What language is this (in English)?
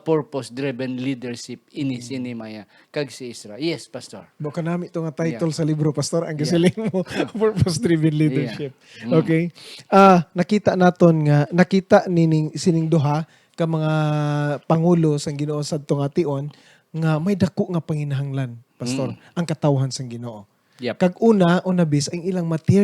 Hiligaynon